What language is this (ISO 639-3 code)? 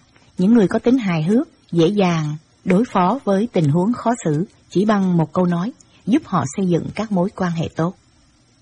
vie